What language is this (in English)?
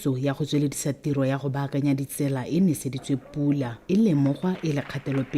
Tswana